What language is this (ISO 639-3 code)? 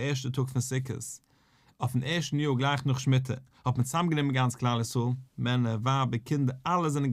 yid